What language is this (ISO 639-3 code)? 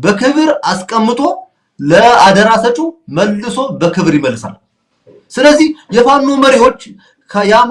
amh